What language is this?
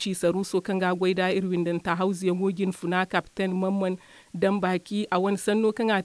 Zarma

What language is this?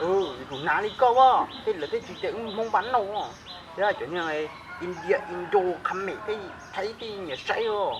Hmong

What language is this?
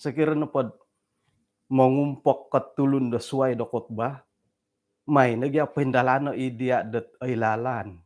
Central Dusun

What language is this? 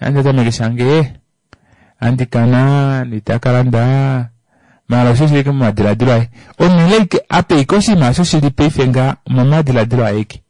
Kuanyama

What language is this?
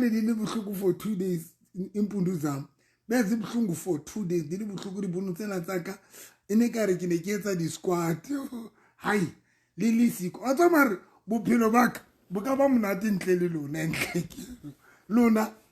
Southern Sotho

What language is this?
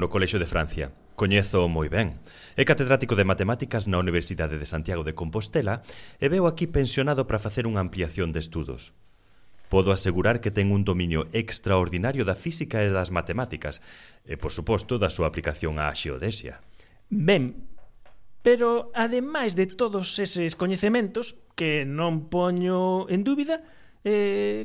Galician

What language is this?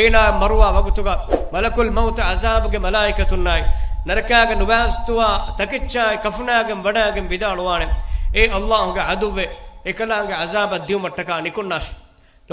Divehi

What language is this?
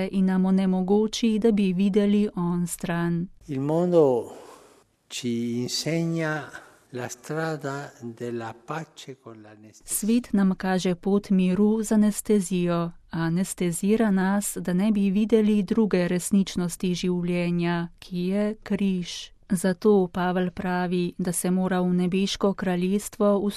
Slovenian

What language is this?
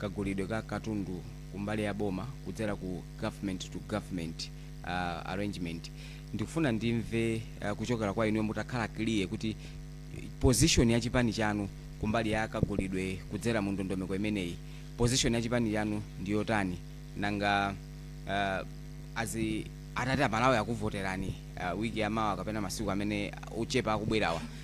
Nyanja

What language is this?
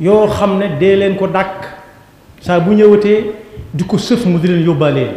Wolof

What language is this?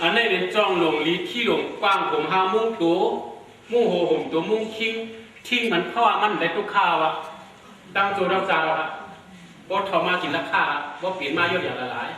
Shan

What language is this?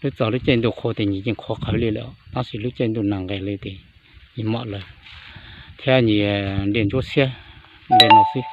Hmong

